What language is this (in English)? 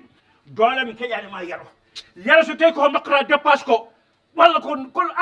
Fula